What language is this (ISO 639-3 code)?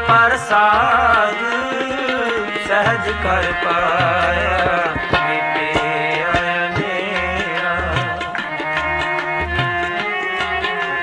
pan